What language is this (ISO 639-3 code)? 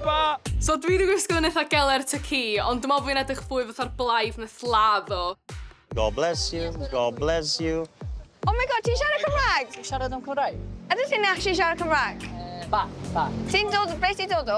cym